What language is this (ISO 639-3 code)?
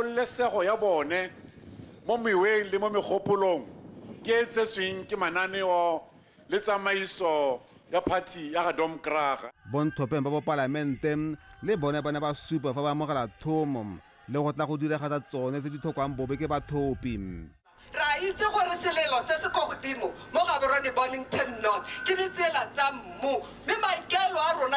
tsn